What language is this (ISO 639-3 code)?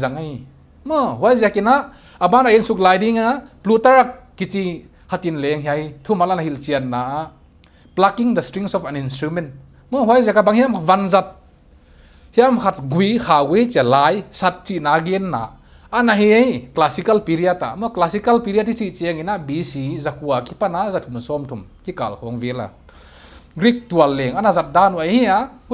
pck